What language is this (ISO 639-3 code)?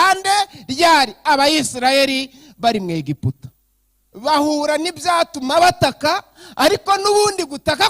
kin